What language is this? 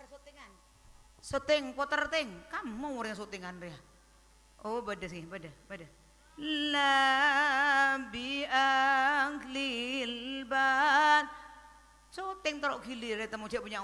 Madurese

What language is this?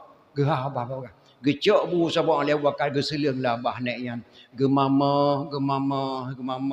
Achinese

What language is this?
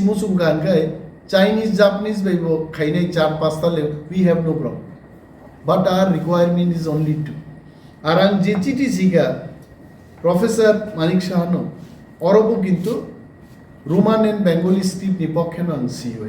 Kok Borok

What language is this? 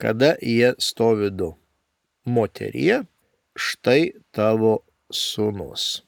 Lithuanian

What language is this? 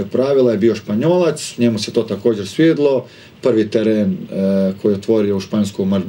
Croatian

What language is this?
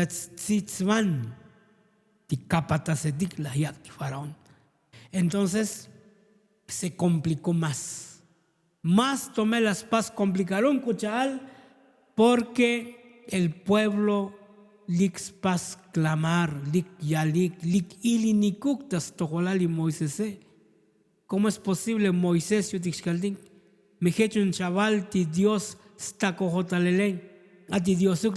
Tzotzil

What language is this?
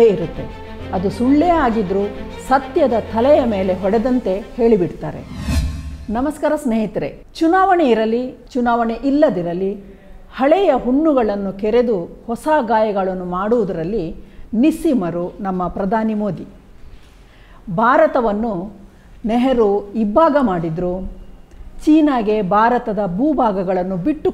Kannada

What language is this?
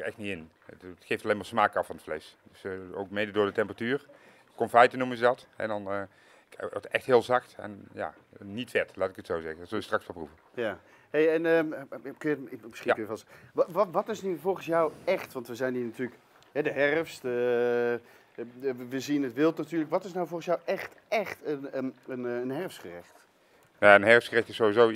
Dutch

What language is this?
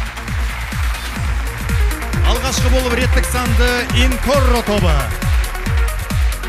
Kazakh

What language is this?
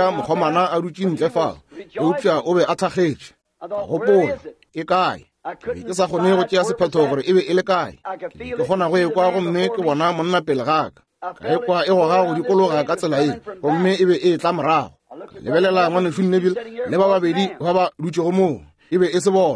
Northern Sotho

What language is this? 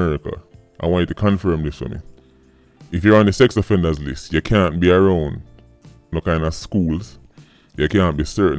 Jamaican Creole English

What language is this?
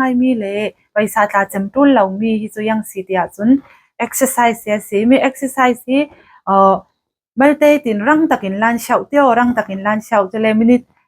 Falam Chin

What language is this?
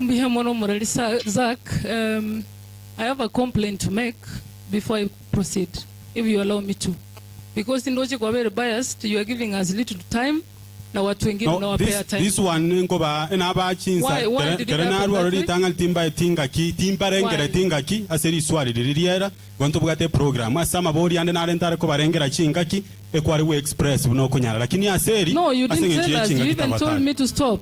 Gusii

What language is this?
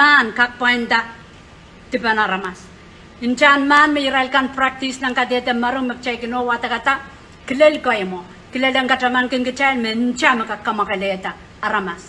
Pohnpeian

